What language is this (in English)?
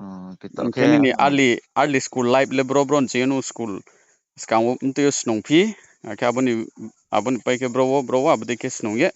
Riang (India)